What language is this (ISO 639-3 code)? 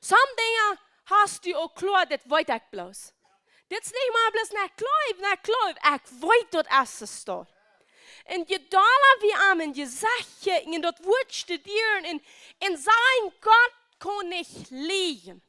pdt